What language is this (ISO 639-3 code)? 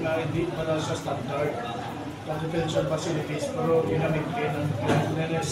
hil